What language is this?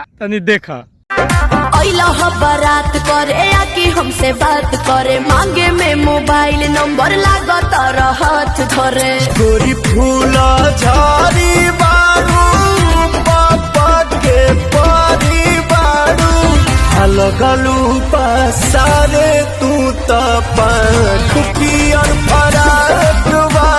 Bhojpuri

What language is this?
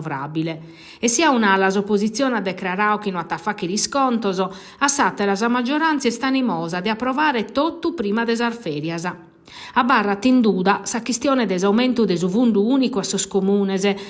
Sardinian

